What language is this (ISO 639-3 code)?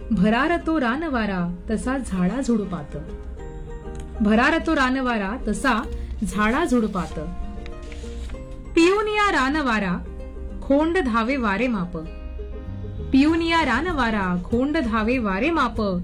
mar